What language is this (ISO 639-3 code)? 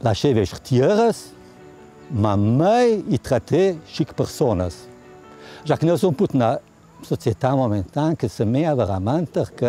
lld